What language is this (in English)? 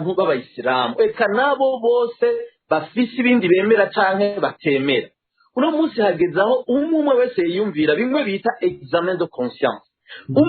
Rundi